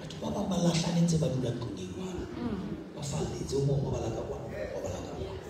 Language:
Southern Sotho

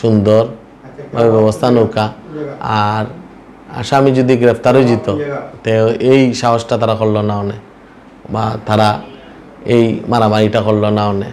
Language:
Sylheti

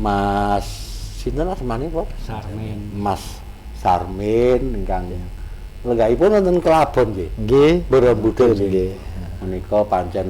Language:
Javanese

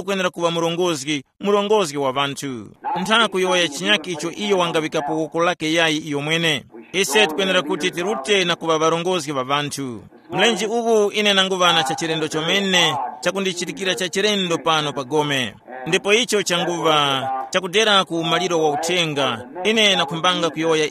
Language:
Tumbuka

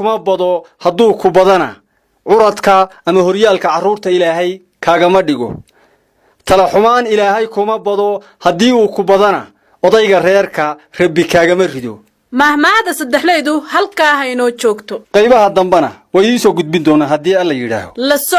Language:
Somali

